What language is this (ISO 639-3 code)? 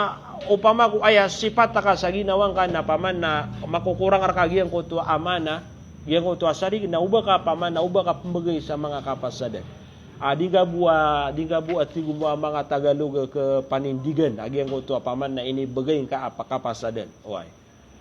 mrw